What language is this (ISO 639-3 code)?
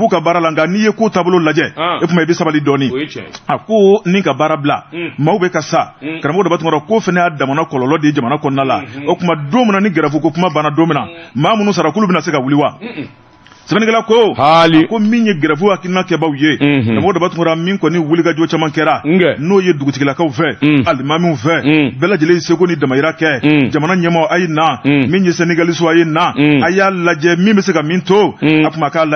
bam